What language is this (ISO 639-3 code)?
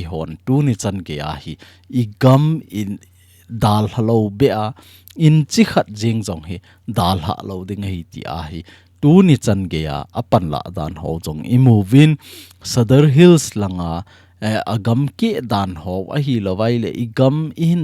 tcz